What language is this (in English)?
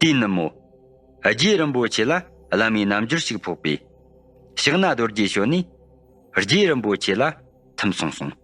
Tibetan